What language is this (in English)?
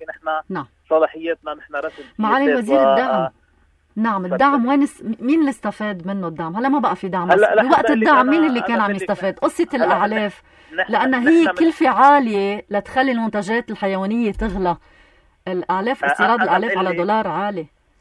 North Levantine Arabic